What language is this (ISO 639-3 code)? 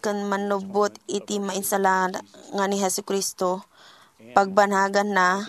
ilo